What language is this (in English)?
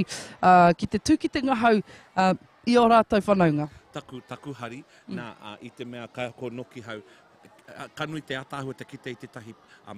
Māori